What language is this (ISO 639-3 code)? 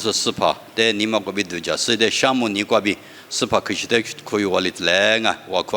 lis